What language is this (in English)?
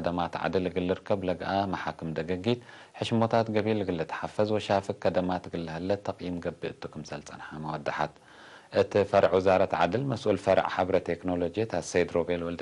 Tigre